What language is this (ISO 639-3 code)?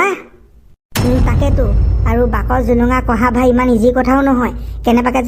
asm